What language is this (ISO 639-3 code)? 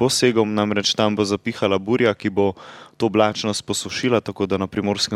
slv